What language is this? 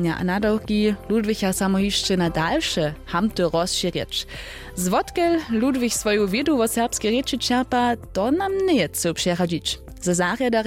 Upper Sorbian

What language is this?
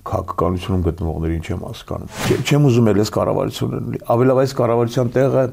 Armenian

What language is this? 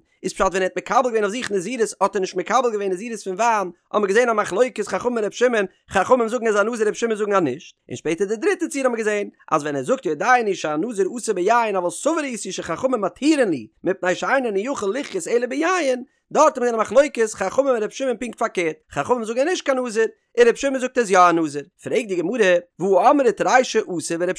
Yiddish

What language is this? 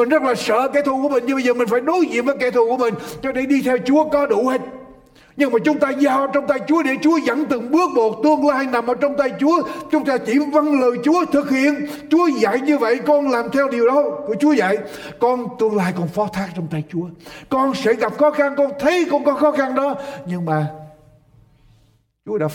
Vietnamese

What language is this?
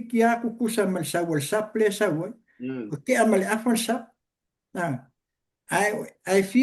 Samoan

